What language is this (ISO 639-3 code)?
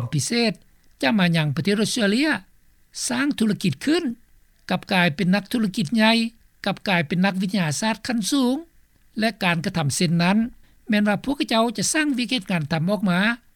lao